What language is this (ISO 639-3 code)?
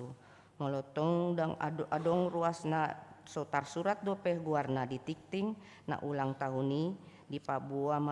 bbc